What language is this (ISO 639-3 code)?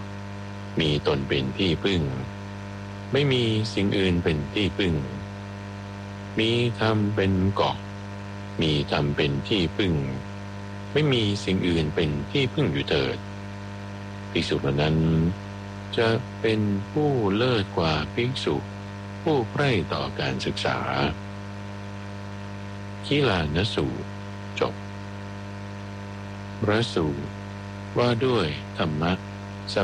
tha